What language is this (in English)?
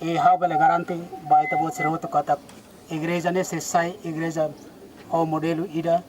Tetum